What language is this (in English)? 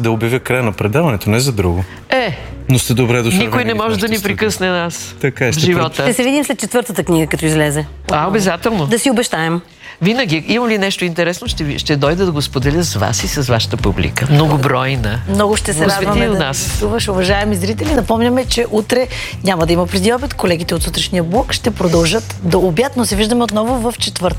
Bulgarian